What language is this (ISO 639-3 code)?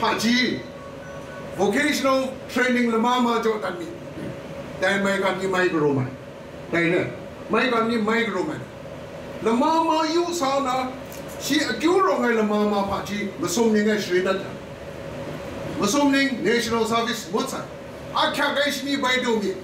kac